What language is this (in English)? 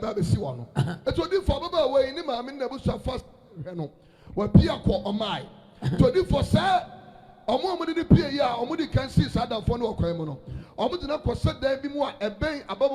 Akan